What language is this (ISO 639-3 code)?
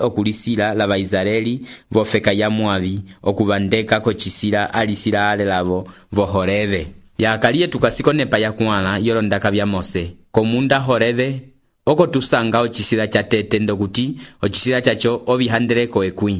umb